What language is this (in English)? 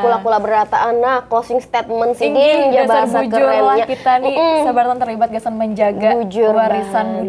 Banjar